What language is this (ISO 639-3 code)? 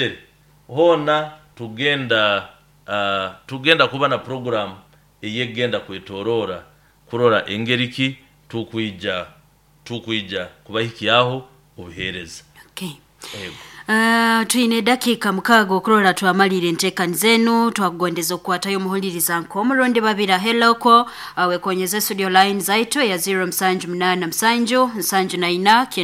nyo